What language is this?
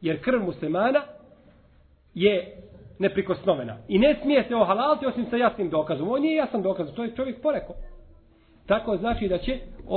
Bosnian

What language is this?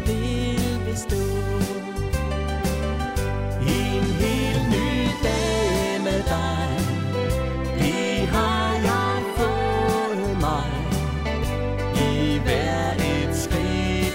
Danish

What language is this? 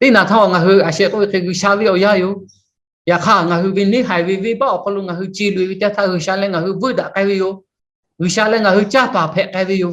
Lahu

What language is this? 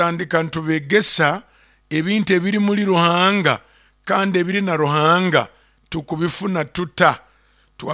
Nyoro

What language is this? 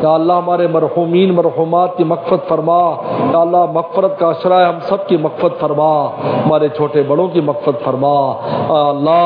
Urdu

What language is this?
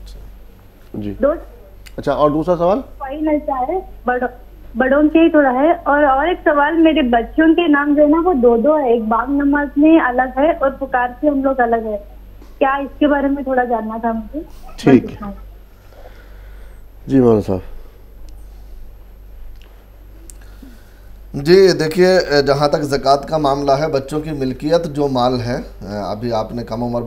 Urdu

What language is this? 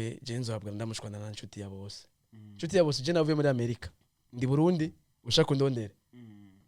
Rundi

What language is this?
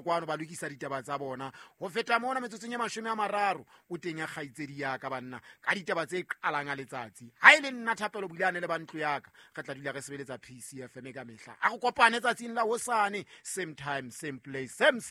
Southern Sotho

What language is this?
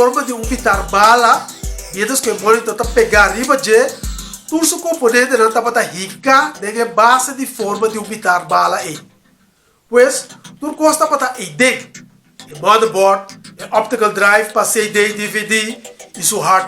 Papiamento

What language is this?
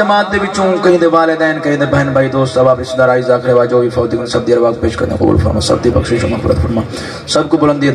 Saraiki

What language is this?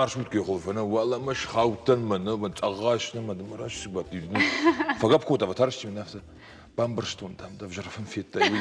Ossetic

